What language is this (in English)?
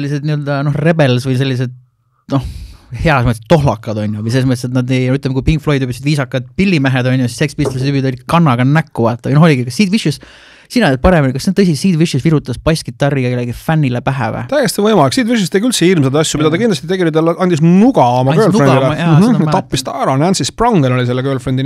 Estonian